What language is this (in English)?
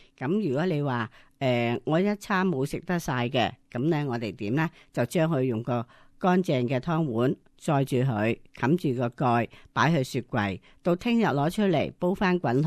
Cantonese